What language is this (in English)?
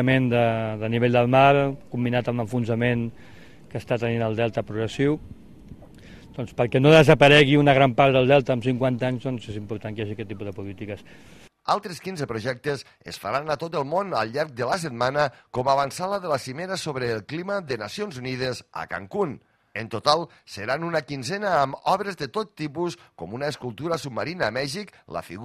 Catalan